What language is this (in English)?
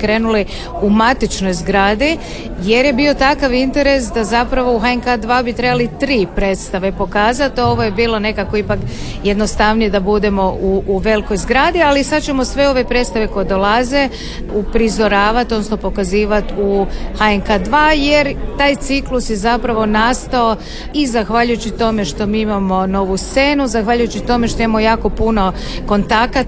Croatian